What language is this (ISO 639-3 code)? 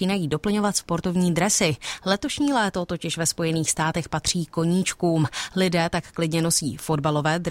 ces